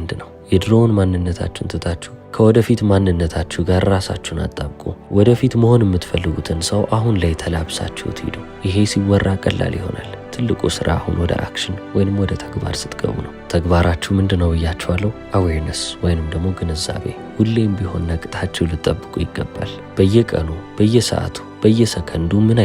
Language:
Amharic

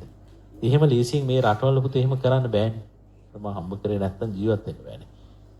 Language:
Sinhala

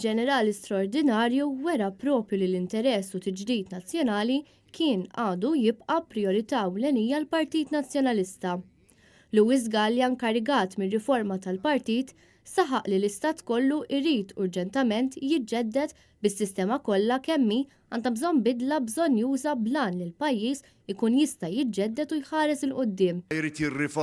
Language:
Maltese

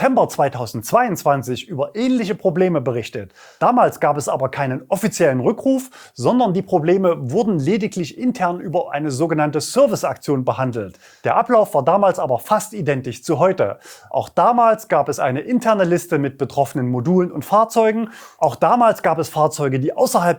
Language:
German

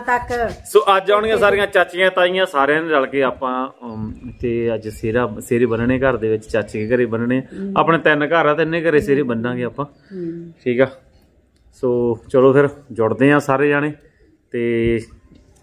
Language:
Punjabi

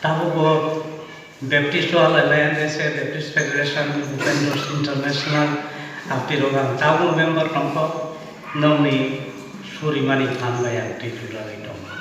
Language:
Kok Borok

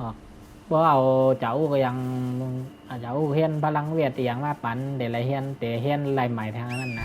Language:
Shan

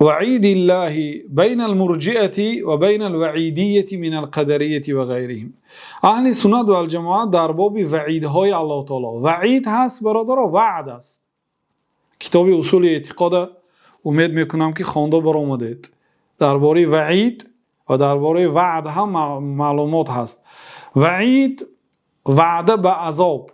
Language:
Persian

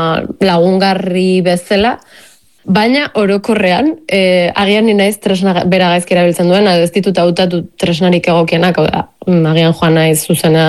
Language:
Basque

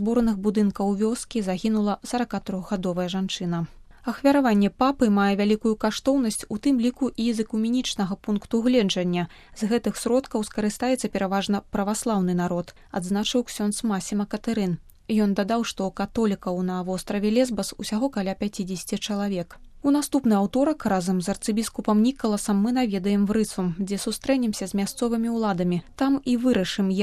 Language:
Belarusian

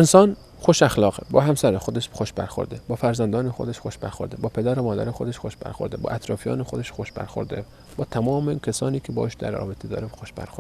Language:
Persian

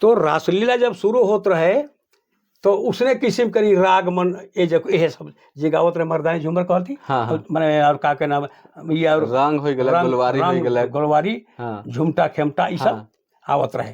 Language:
Sadri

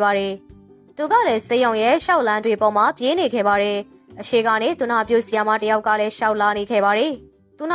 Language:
Burmese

